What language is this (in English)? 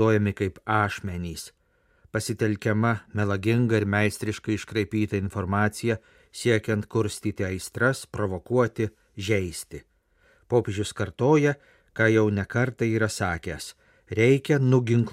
Lithuanian